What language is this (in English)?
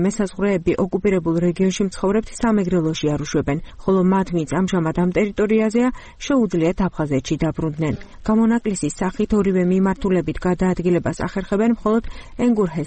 Georgian